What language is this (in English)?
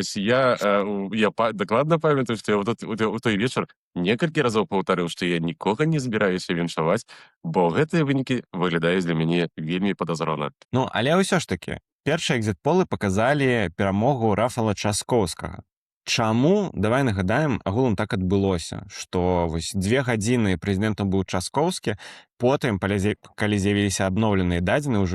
Belarusian